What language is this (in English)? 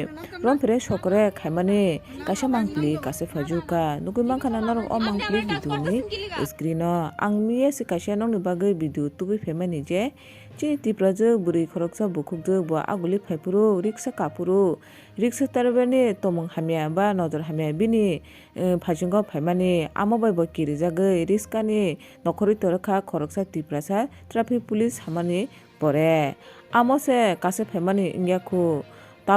Kok Borok